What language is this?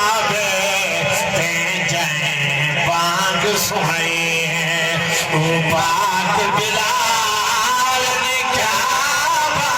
Saraiki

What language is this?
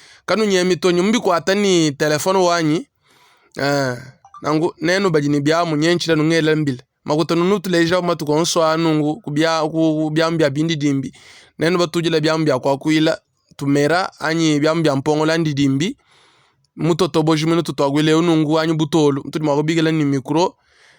Luba-Lulua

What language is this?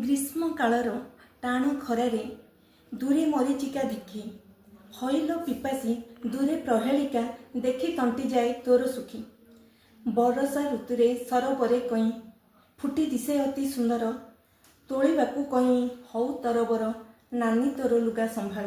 Odia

